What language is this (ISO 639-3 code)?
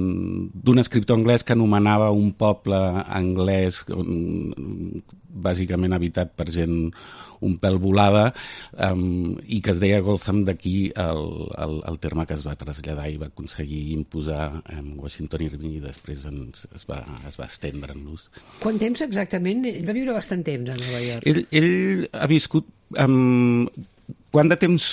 cat